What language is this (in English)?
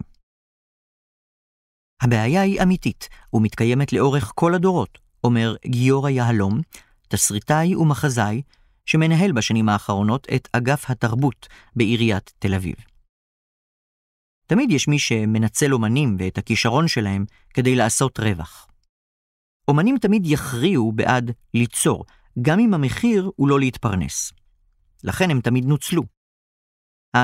Hebrew